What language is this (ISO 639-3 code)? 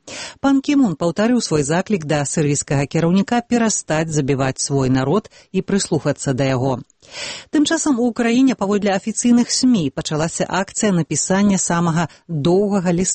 bel